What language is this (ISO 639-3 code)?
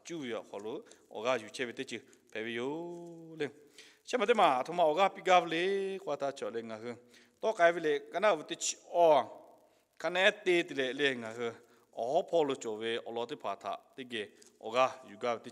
lhu